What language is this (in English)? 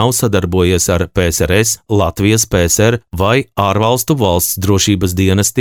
Latvian